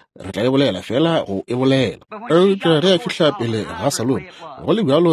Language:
Northern Sotho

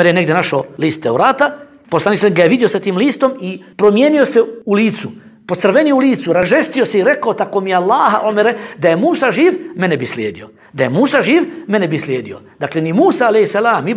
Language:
Bosnian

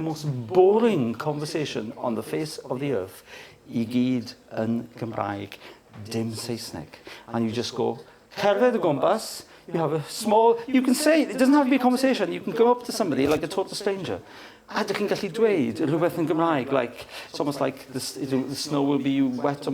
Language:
Welsh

